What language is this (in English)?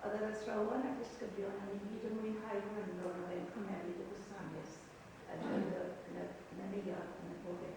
Welsh